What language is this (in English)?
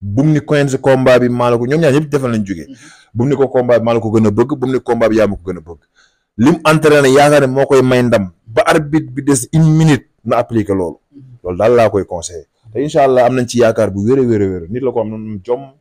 Wolof